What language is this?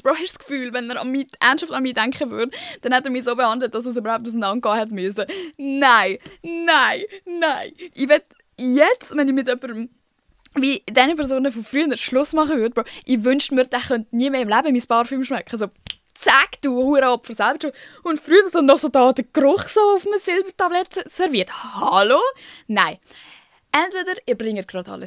Swiss German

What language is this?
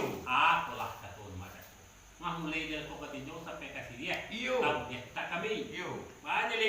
Minangkabau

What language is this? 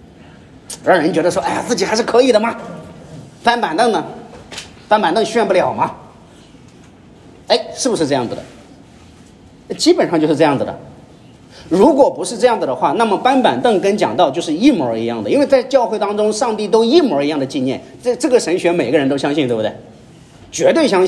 Chinese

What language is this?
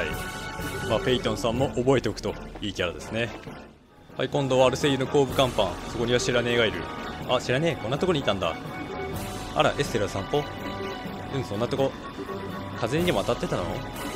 Japanese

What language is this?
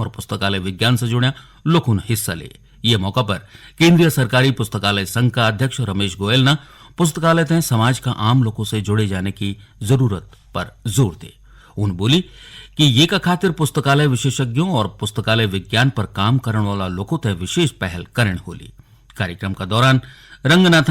Garhwali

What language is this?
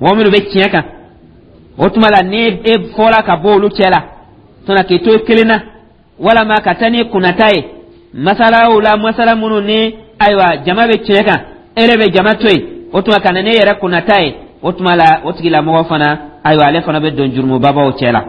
Dyula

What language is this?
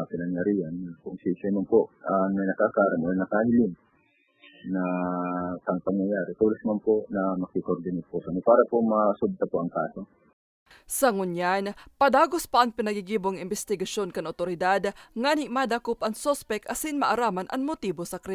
Bikol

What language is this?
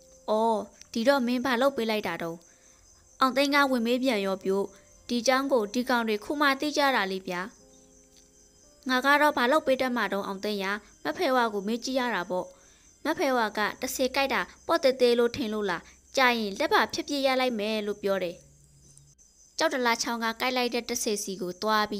Burmese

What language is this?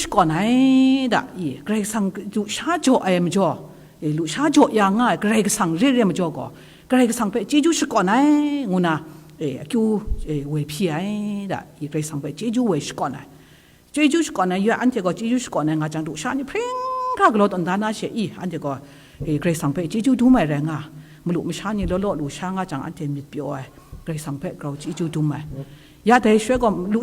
Kachin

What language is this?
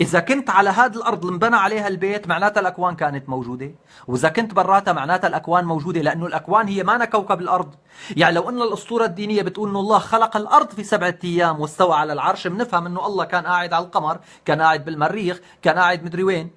North Levantine Arabic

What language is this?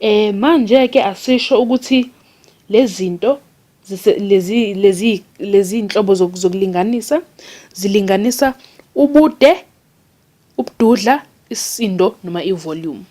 Zulu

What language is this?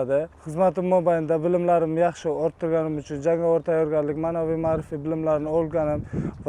Uzbek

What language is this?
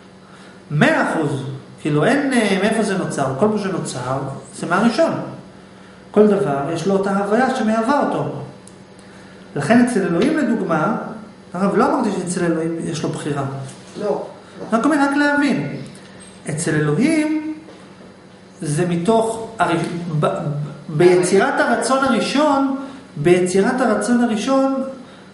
Hebrew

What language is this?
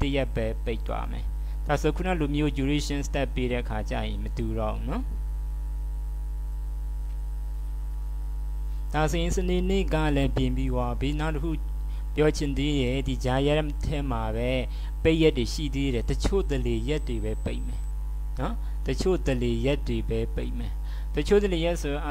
Burmese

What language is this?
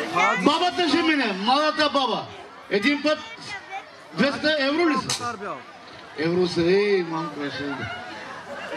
Bulgarian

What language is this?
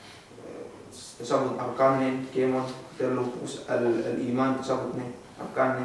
Yakan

